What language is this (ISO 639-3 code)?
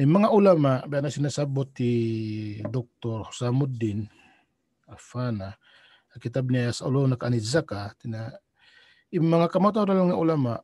tsg